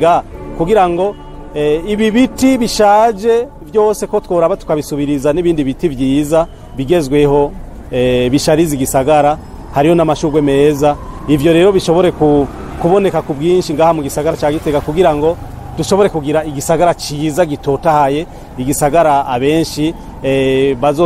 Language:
Rundi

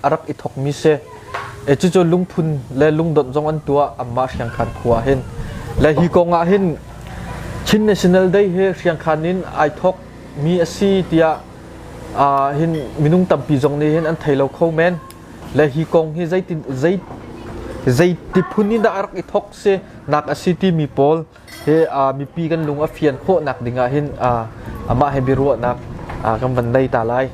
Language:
Hakha Chin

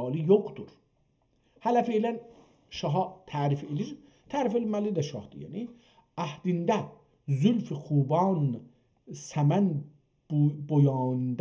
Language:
South Azerbaijani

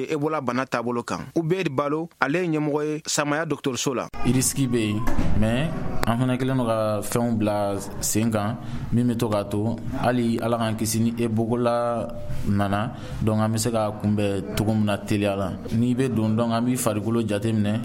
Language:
Bambara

